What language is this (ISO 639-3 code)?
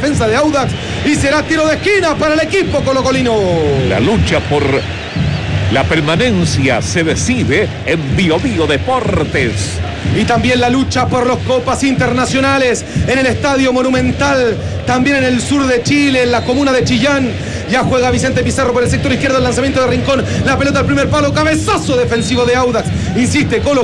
spa